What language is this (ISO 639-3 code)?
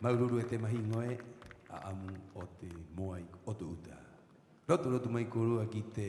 rap